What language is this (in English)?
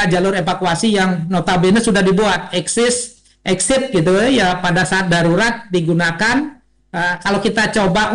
Indonesian